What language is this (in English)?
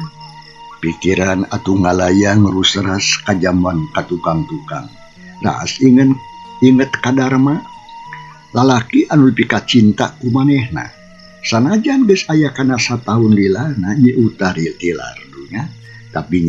Sundanese